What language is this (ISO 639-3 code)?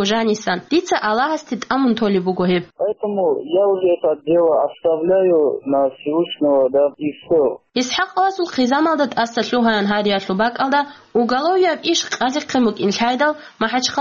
ava